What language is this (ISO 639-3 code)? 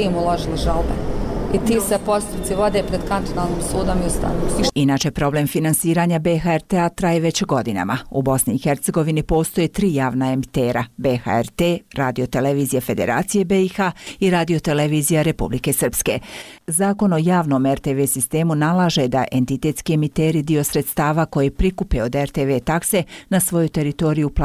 bos